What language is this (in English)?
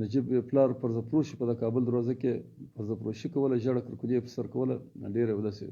Pashto